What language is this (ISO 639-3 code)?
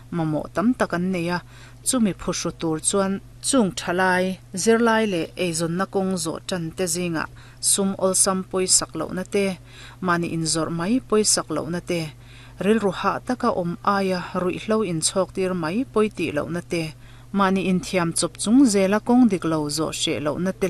lus